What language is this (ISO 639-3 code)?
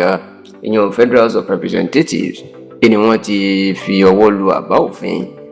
yor